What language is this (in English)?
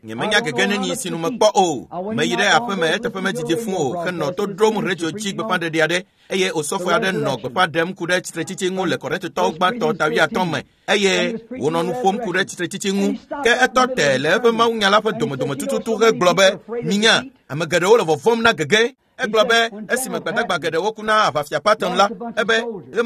Ewe